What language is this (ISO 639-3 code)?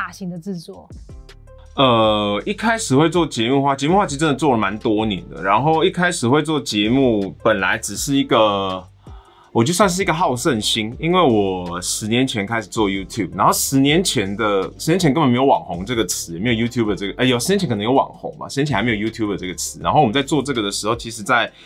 zho